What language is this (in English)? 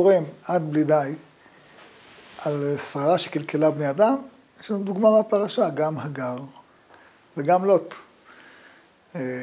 Hebrew